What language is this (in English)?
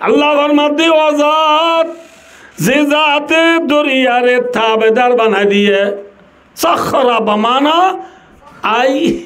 Rohingya